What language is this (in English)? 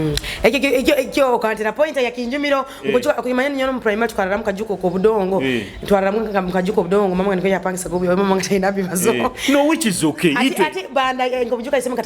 Nyoro